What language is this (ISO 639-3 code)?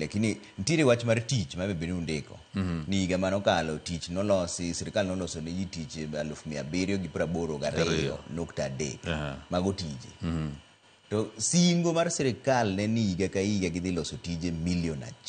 luo